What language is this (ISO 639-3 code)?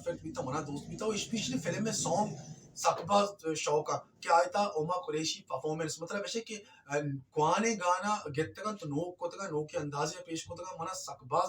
bal